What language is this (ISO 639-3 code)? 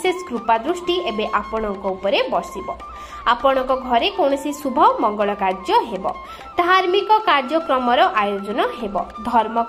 ori